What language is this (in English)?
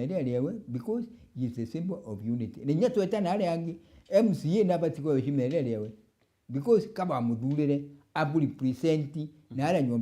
Meru